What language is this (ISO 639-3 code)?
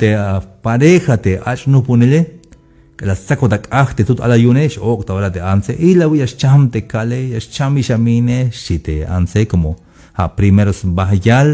tzh